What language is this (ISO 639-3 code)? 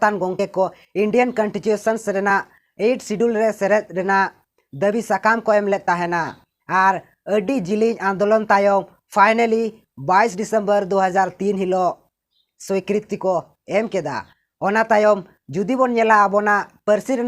sat